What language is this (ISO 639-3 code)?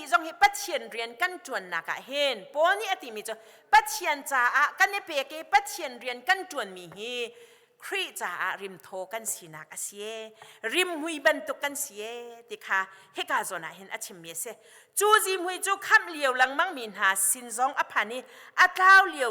cnh